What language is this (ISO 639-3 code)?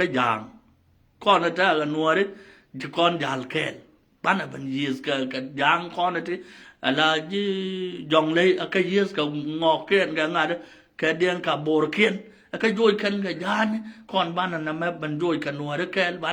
nus